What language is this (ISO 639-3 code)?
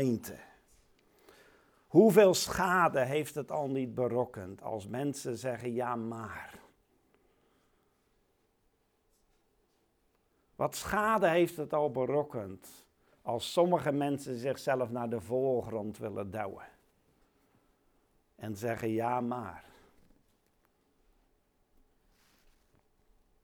nld